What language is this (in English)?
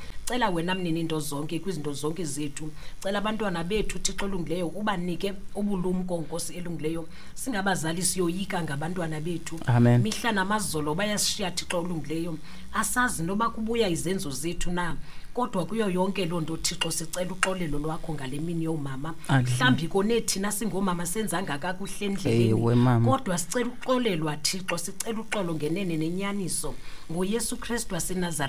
Xhosa